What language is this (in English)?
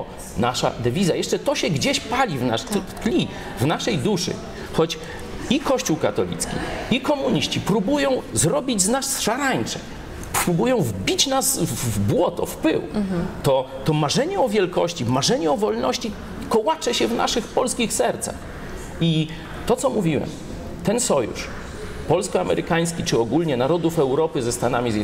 Polish